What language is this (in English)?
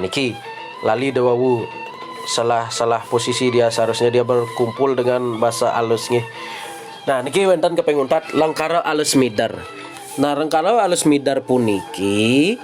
Balinese